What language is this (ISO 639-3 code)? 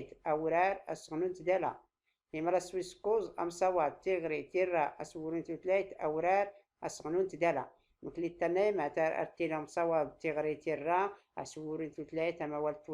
shi